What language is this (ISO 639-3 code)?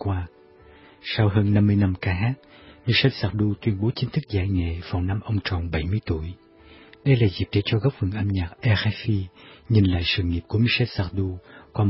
vie